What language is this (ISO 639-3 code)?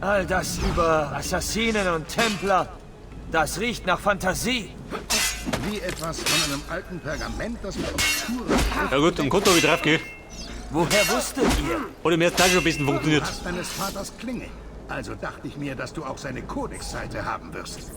bar